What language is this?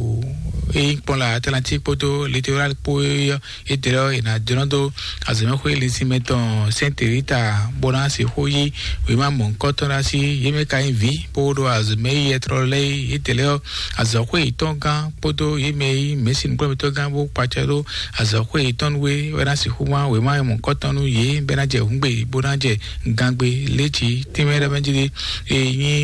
Fon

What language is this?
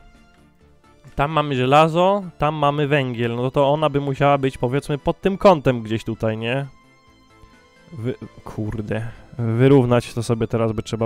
Polish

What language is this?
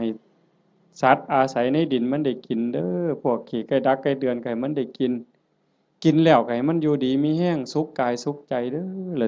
Northeastern Thai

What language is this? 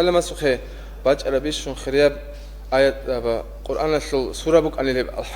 Avaric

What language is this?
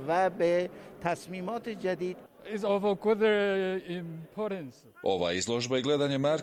Bosnian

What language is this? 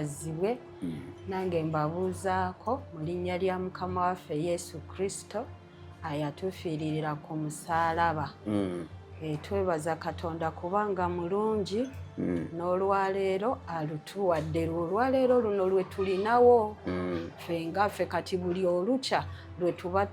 Ganda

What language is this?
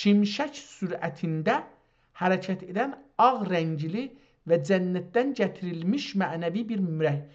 South Azerbaijani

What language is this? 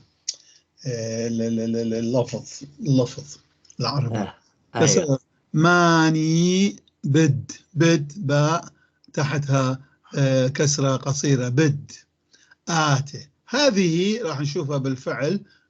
North Levantine Arabic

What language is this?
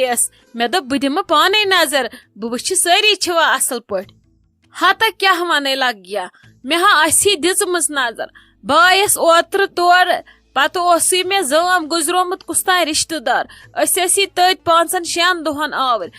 Kashmiri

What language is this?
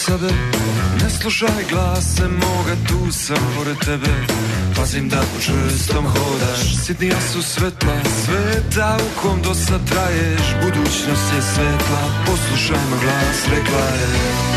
Serbian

